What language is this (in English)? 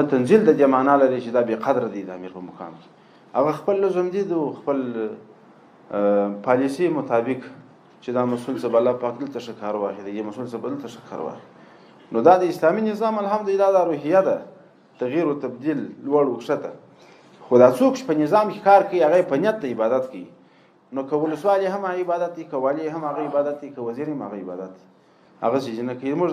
Pashto